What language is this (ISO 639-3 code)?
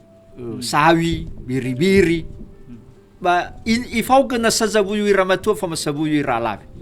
nia